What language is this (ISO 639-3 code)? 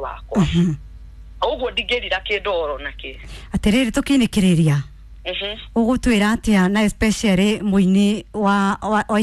kik